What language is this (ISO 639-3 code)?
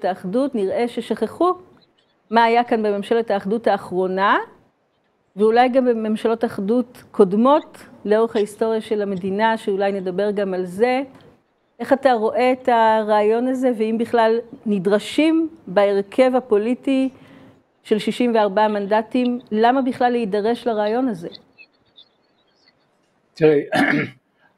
heb